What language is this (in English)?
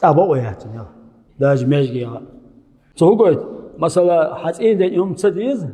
Chechen